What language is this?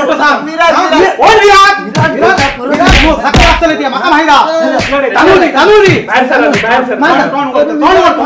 Konkani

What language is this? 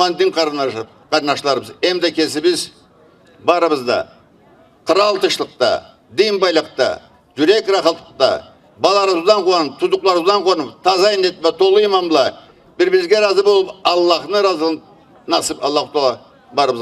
Karachay-Balkar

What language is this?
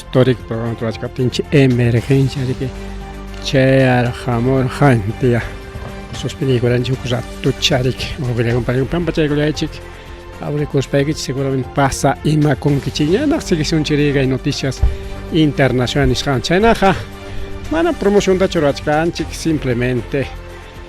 Ayacucho Quechua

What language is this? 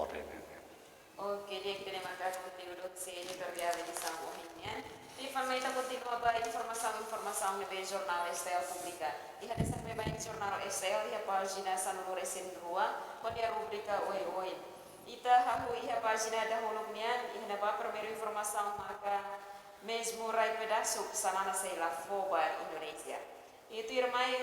Tetum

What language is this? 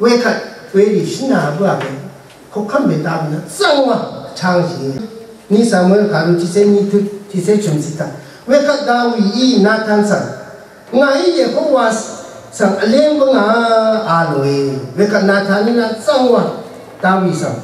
Rawang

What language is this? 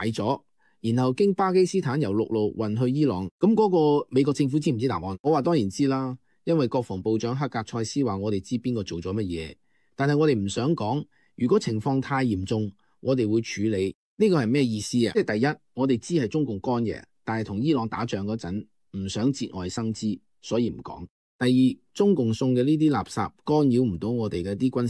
Cantonese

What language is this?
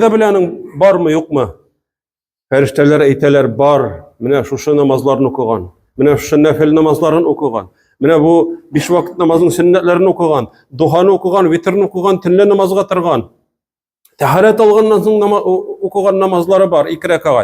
Tatar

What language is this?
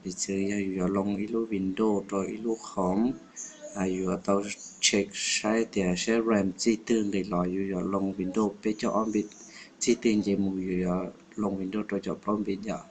Hmong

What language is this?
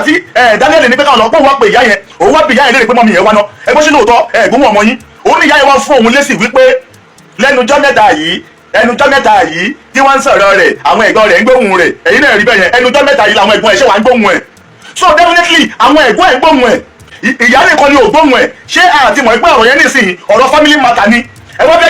Yoruba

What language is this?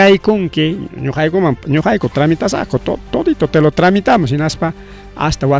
Ayacucho Quechua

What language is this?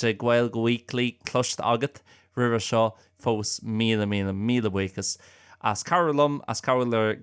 Irish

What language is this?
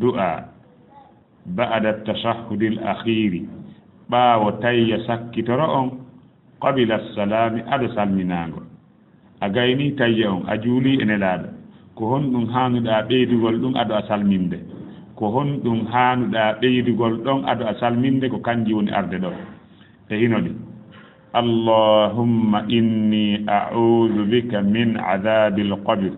Fula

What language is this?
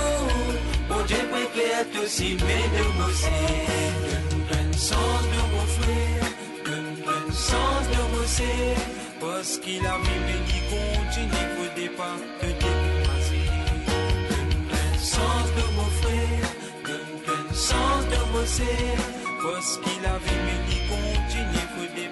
Morisyen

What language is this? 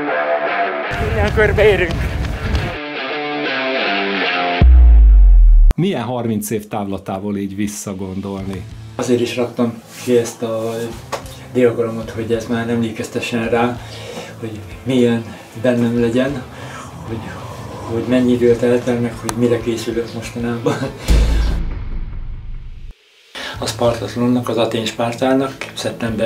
Hungarian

